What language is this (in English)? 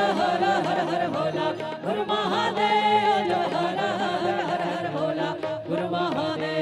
Chhattisgarhi